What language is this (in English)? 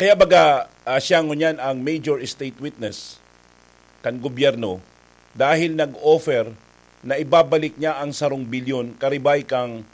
Bikol